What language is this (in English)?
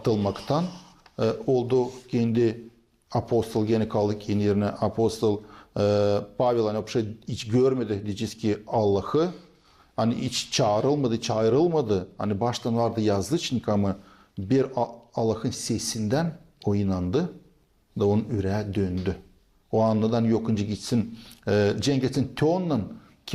Gagauz